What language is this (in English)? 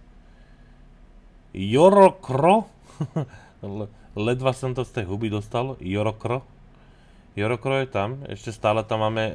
Slovak